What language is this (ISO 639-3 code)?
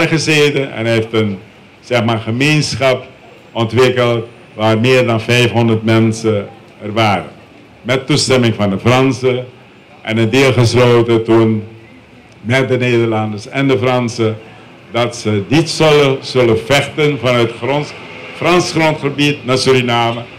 nld